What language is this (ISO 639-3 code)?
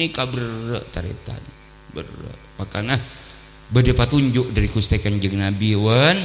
mad